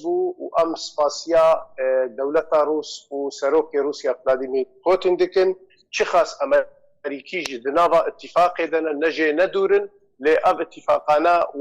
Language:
Kurdish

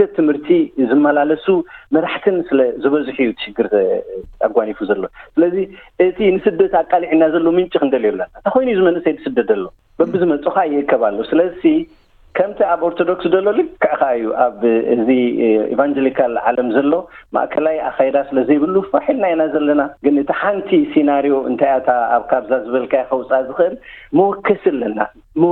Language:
Tigrinya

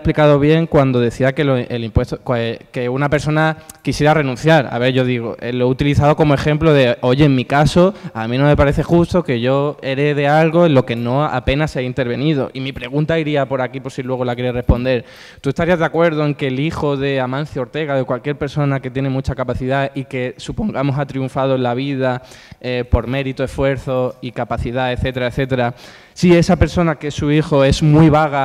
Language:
Spanish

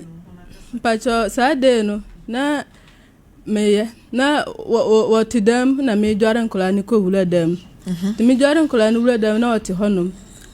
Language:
Akan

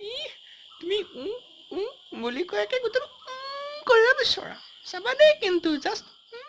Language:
Assamese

